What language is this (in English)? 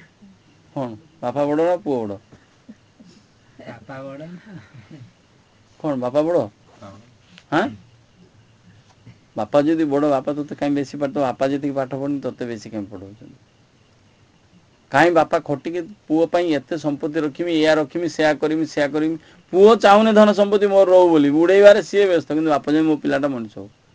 Odia